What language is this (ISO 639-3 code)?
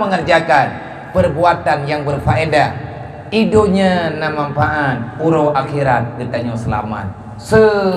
ace